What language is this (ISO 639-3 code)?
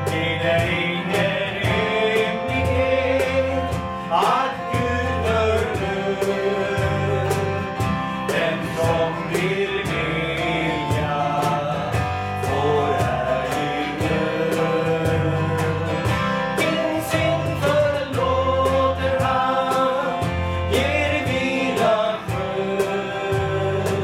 swe